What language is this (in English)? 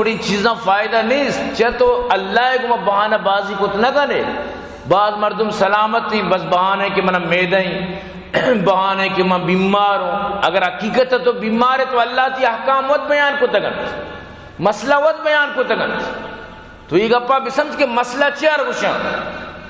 Eastern Balochi